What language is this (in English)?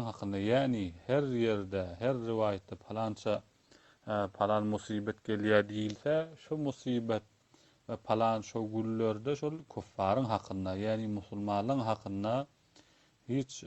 Turkmen